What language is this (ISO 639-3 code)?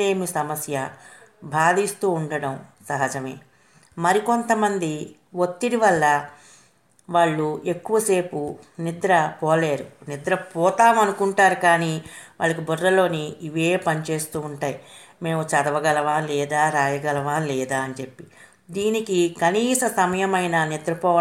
tel